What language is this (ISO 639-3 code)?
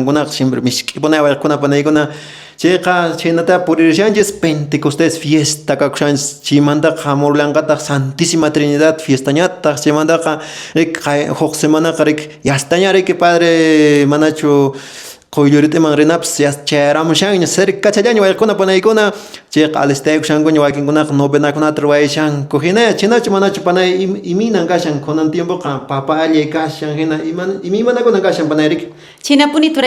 que